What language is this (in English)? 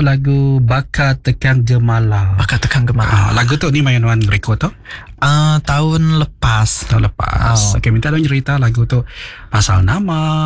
Iban